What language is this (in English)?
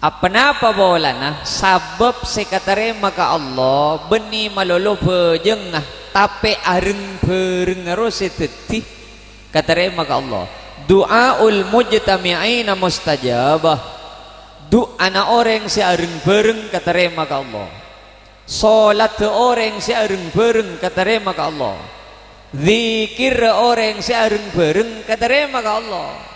Madurese